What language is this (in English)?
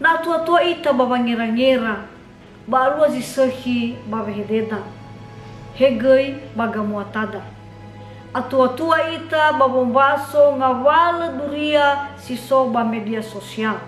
Nias